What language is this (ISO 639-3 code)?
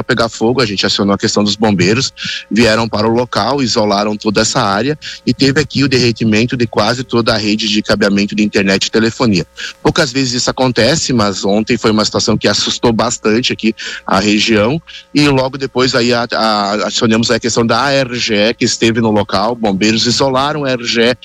por